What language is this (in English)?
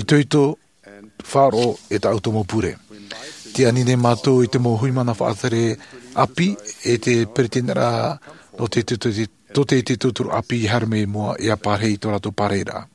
Tahitian